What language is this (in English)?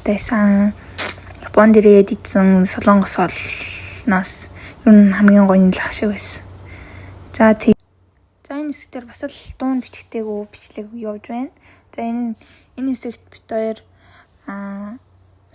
Mongolian